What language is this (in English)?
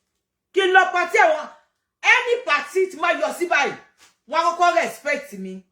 Yoruba